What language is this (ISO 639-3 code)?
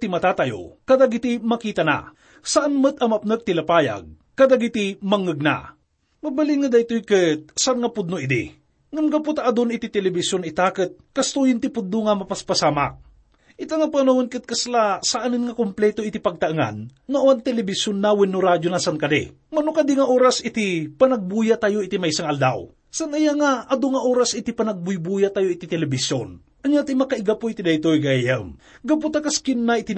ilo